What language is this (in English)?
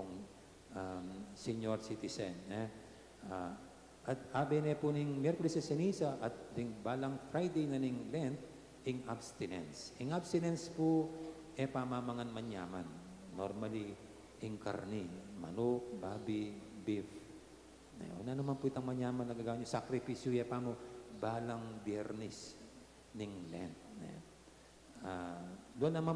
Pampanga